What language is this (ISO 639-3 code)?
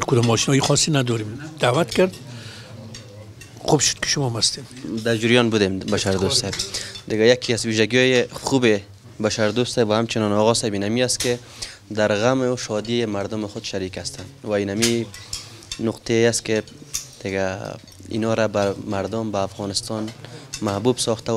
fas